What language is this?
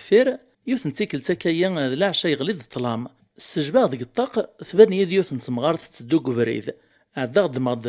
Kabyle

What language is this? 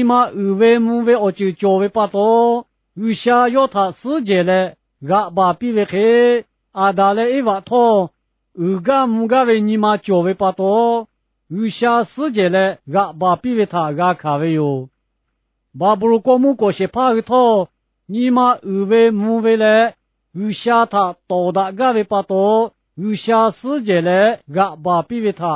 Lahu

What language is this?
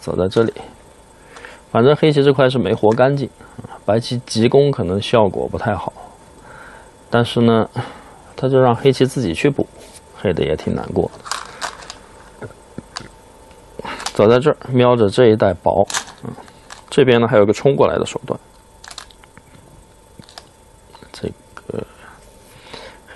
Chinese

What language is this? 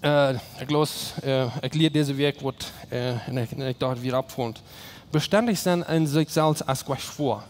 Plautdietsch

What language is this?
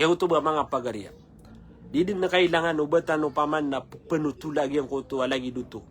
Maranao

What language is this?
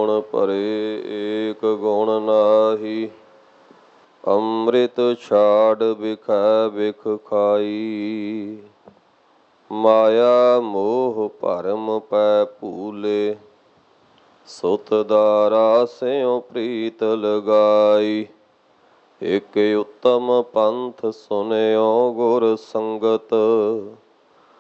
Punjabi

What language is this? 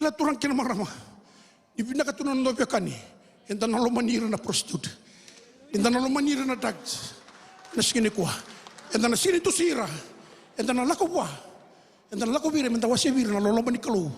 Fijian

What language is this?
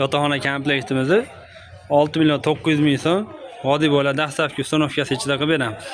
Uzbek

